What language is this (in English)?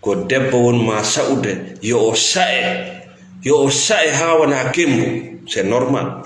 Fula